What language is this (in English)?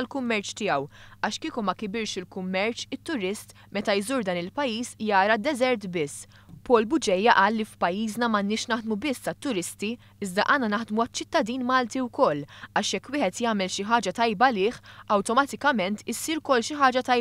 Maltese